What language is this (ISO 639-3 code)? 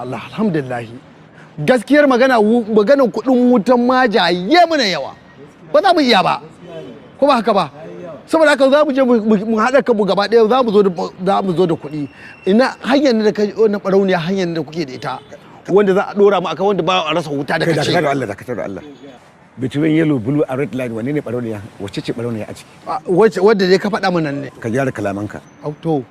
hau